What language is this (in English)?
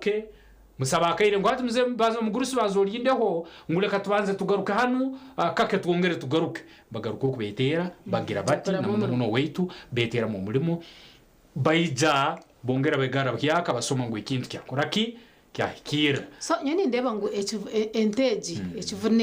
Nyankole